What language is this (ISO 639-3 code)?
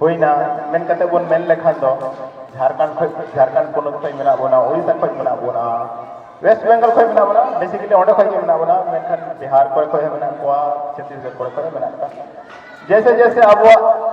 sat